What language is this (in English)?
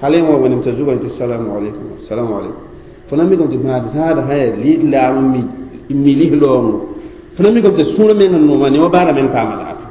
Mossi